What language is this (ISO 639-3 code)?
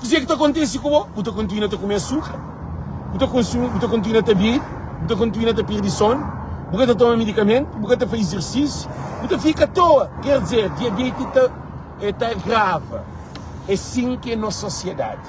kea